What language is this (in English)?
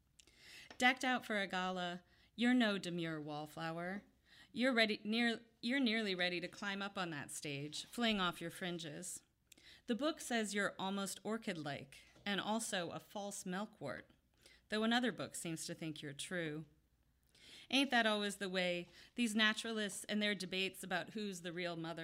English